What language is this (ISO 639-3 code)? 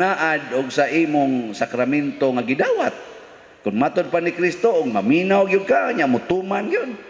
ceb